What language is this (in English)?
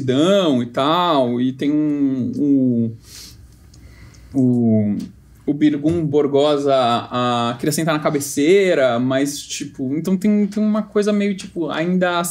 Portuguese